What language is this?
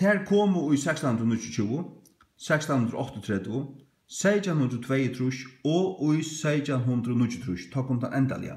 Faroese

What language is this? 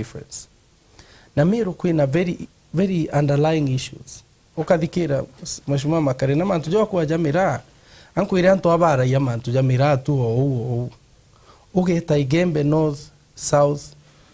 Meru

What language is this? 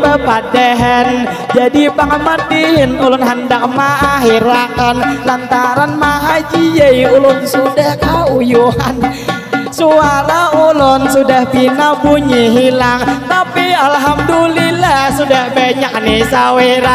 Banjar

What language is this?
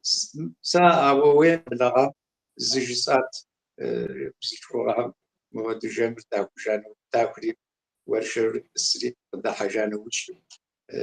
Kabardian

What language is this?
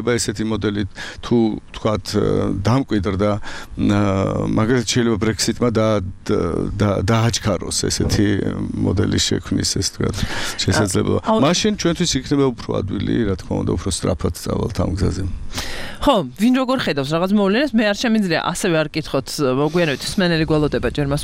Georgian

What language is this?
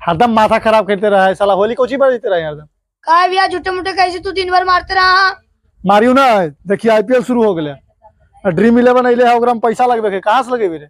Magahi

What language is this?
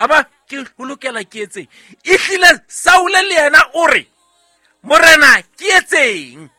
Southern Sotho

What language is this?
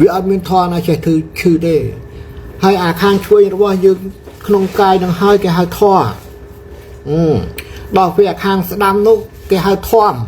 Khmer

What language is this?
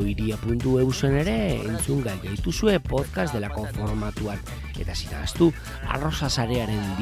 Basque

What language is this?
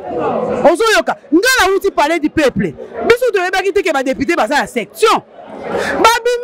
Lingala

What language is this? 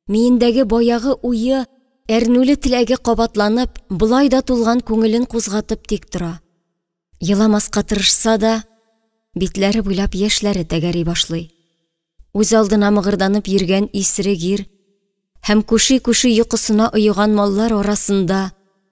Tatar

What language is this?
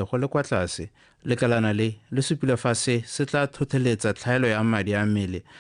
Tswana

